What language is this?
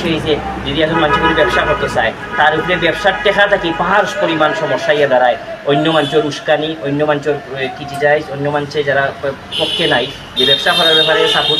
Sylheti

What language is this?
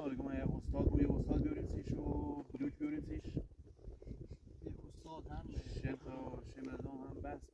Persian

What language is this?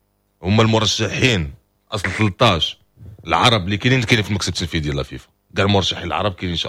Moroccan Arabic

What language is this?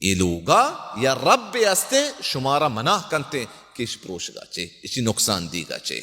Baluchi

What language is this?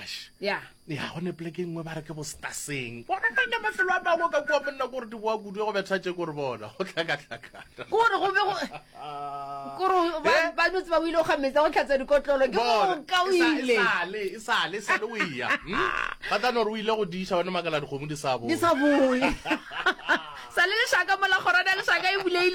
Northern Sotho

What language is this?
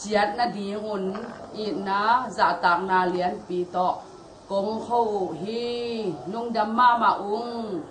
Tedim Chin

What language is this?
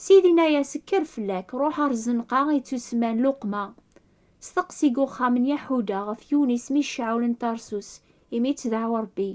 Kabyle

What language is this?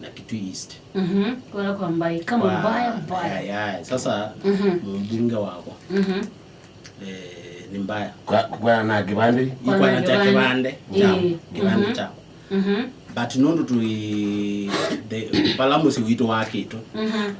Kamba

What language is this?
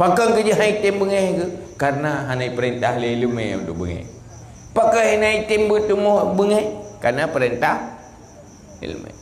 Achinese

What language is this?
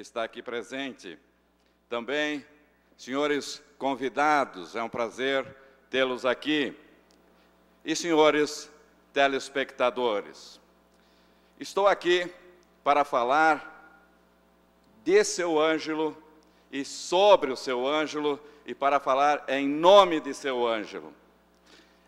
Portuguese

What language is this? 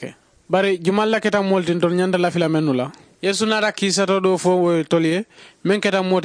Mandingo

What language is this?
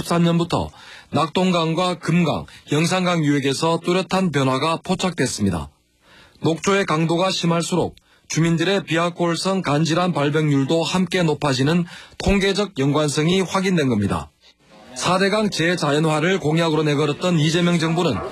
Korean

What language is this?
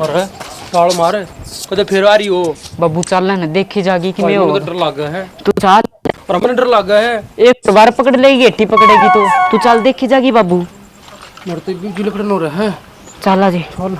Haryanvi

